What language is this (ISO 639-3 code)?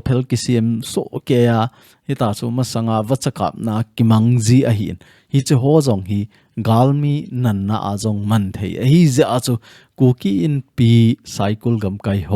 tcz